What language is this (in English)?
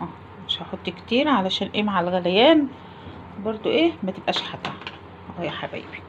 Egyptian Arabic